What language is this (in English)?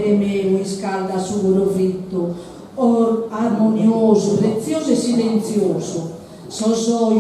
Sardinian